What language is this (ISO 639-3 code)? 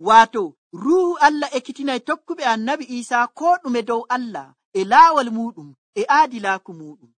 fuv